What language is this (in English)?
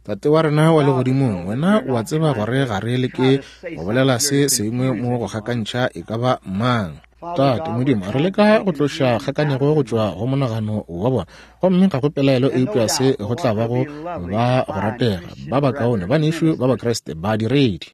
Northern Sotho